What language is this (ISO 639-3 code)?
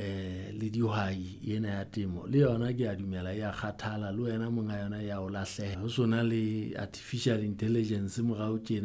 sot